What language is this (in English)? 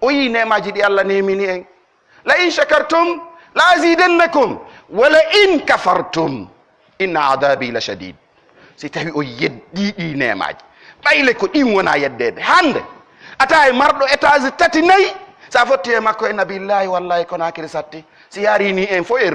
Pular